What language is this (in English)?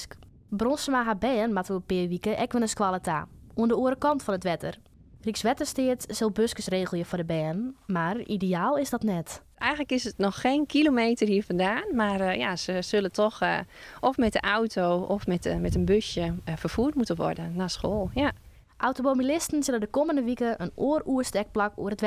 Western Frisian